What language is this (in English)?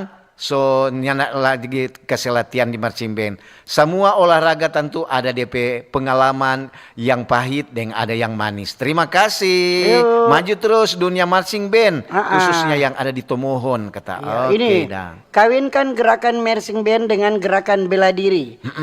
Manado Malay